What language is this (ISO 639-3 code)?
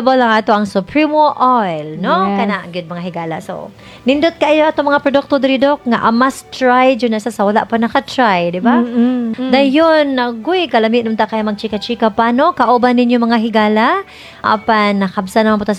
ceb